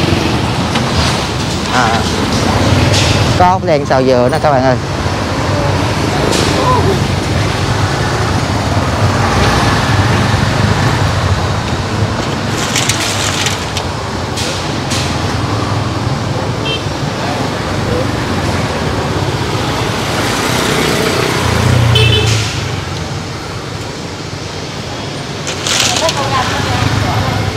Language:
Vietnamese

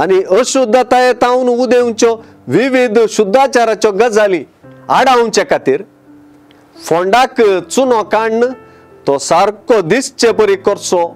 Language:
Konkani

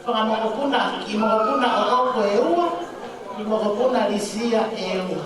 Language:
Tongan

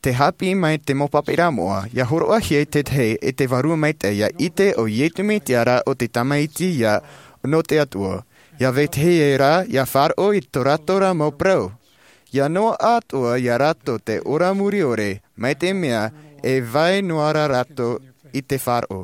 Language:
Tahitian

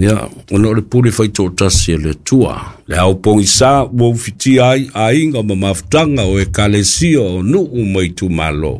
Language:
Samoan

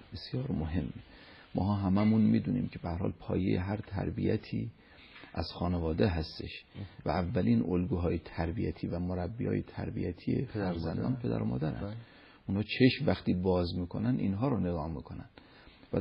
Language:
Persian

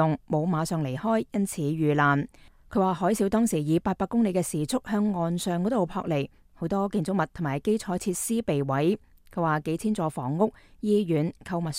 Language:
Cantonese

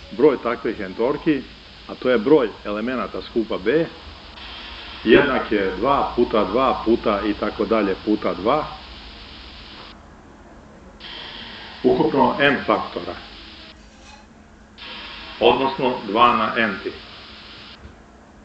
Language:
Serbian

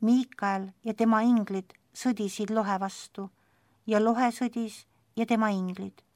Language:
Estonian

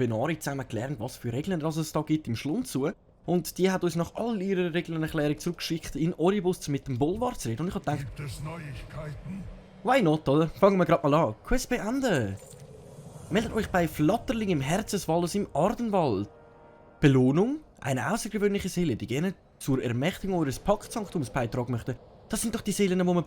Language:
Swiss German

